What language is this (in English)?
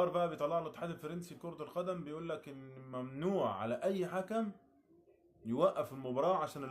Egyptian Arabic